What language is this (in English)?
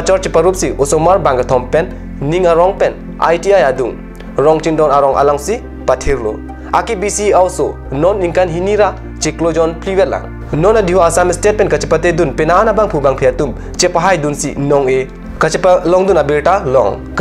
Karbi